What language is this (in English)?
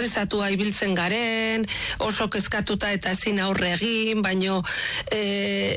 Basque